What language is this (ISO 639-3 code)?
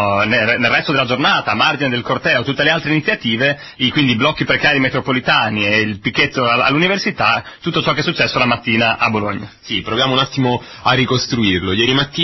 ita